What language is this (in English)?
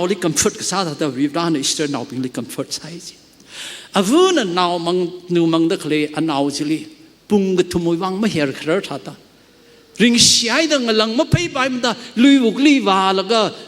Tangkhul Naga (India)